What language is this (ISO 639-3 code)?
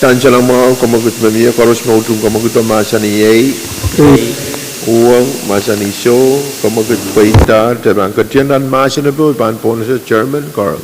pon